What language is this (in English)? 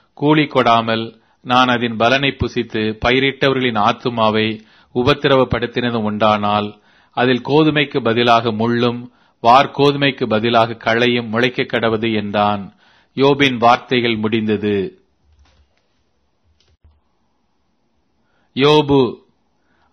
Tamil